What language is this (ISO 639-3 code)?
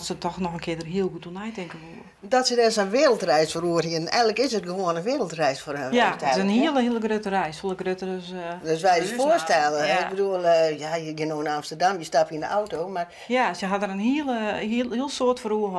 fry